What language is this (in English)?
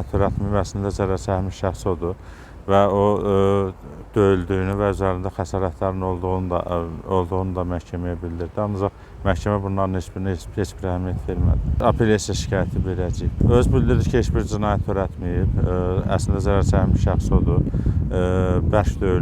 Azerbaijani